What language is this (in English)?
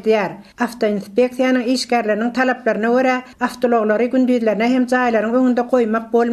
Turkmen